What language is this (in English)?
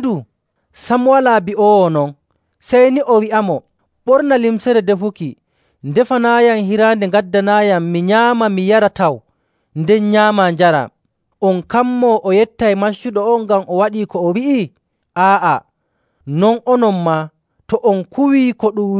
Nigerian Fulfulde